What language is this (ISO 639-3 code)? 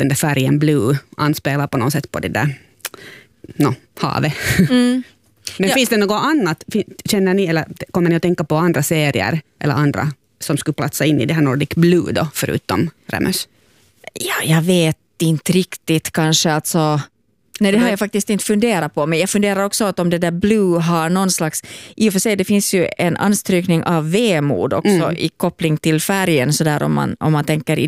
swe